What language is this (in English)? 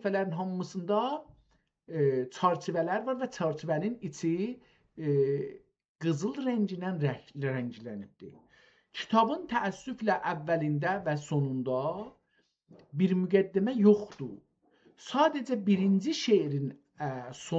South Azerbaijani